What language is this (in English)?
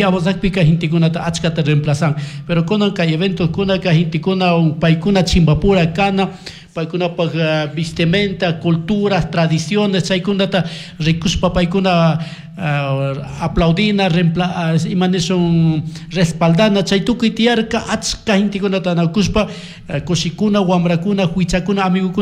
Chimborazo Highland Quichua